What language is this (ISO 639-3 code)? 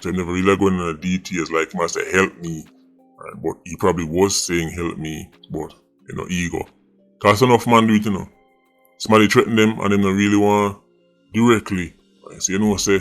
jam